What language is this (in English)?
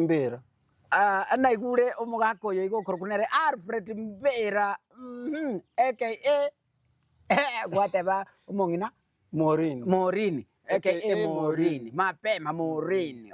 Gusii